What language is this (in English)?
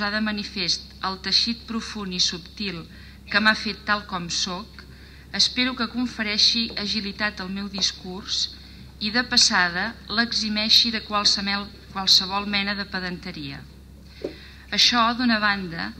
Catalan